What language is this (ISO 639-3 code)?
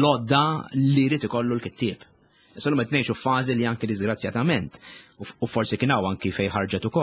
mlt